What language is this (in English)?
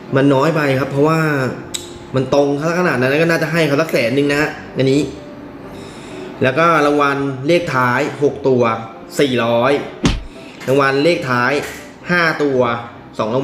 Thai